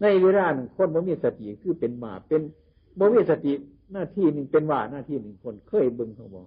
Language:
Northeastern Thai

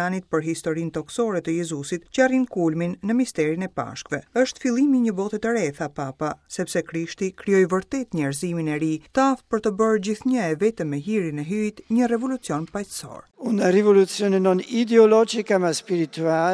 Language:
Albanian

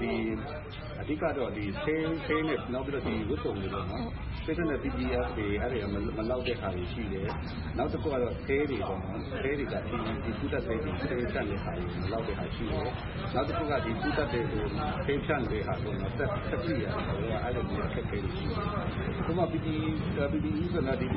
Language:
Burmese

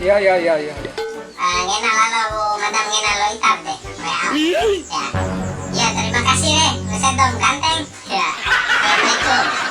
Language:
Bima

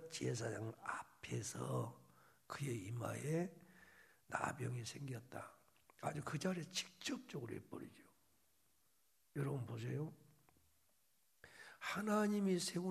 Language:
Korean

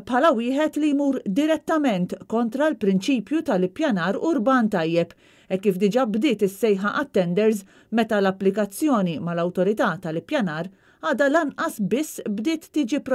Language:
Maltese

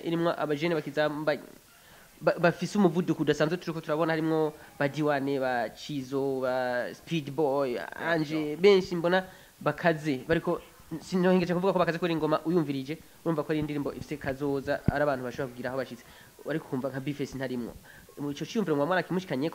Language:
Rundi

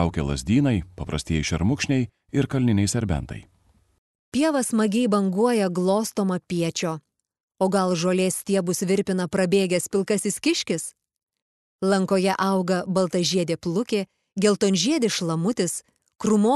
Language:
Lithuanian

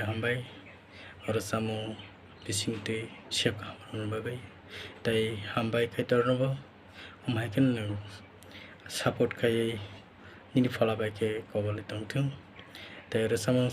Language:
Kok Borok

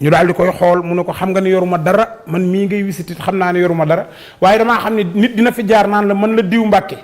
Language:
Wolof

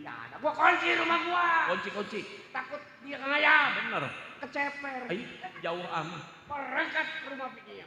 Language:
Betawi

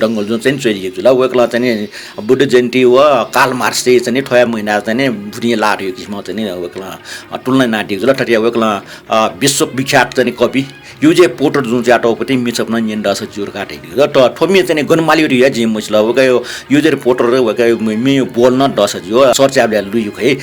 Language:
Newari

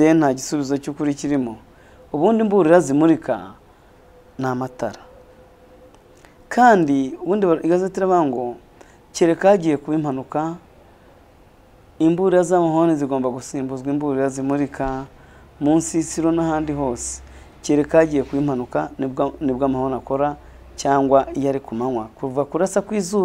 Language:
Kinyarwanda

